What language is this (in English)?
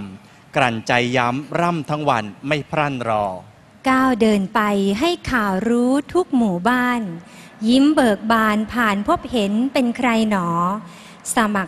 Thai